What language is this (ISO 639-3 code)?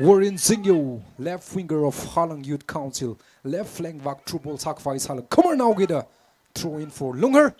nmf